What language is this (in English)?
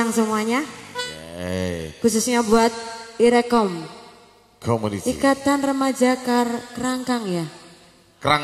Indonesian